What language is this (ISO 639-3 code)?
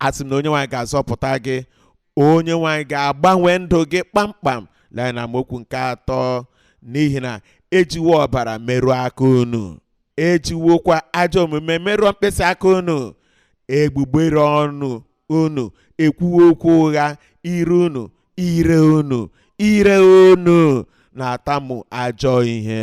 ibo